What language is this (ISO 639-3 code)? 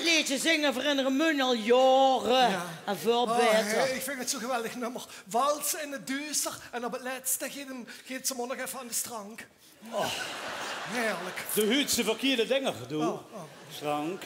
lim